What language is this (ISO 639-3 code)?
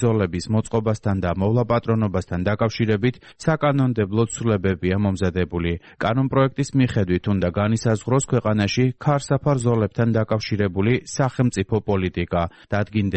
kat